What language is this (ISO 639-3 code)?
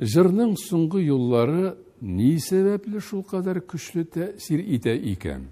tat